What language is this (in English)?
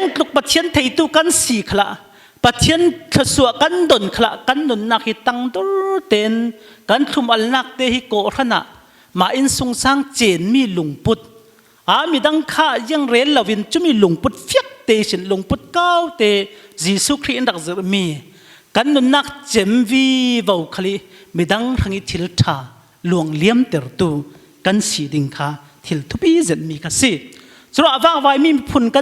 Falam Chin